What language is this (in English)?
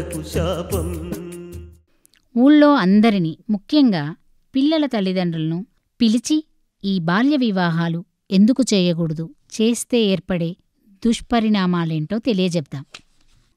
Telugu